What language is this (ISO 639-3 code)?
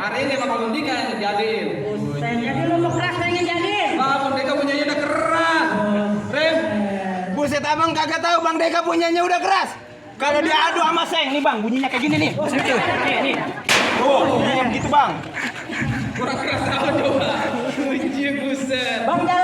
bew